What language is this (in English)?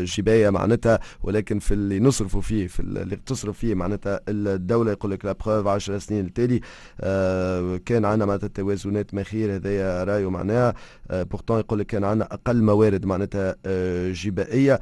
Tunisian Arabic